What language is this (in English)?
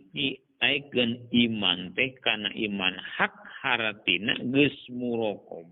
Sundanese